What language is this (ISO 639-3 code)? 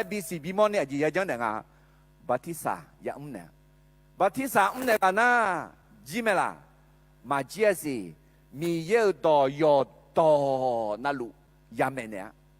ahk